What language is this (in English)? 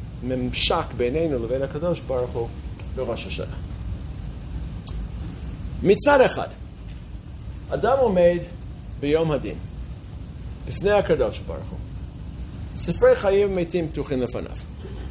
Hebrew